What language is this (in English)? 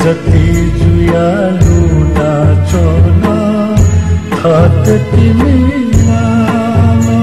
Newari